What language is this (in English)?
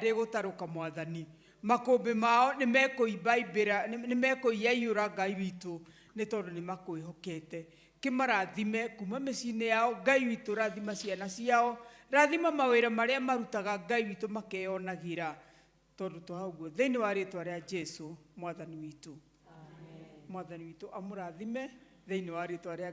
Kikuyu